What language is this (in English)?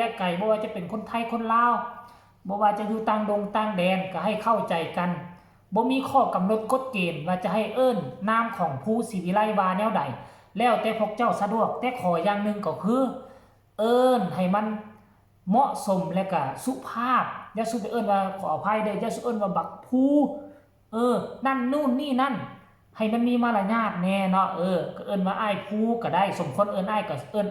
Lao